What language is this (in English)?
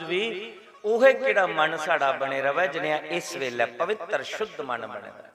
Dogri